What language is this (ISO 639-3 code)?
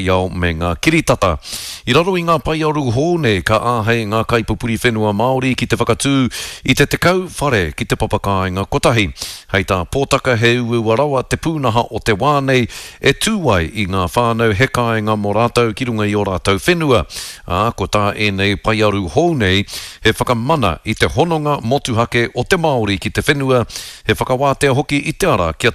mri